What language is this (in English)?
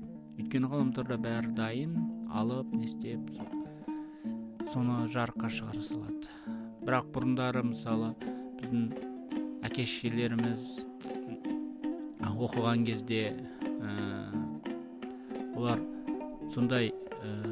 Kazakh